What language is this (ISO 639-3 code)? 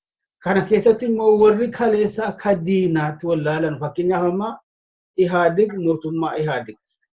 orm